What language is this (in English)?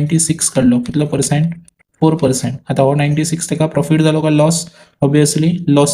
Konkani